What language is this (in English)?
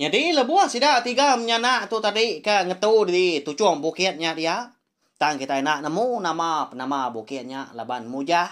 Iban